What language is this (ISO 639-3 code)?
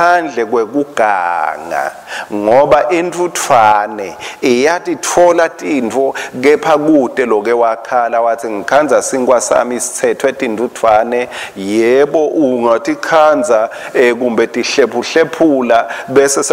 ssw